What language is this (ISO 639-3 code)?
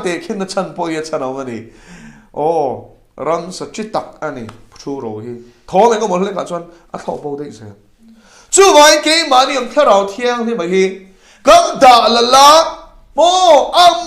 lus